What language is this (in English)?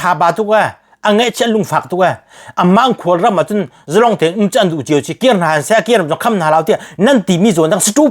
Hakha Chin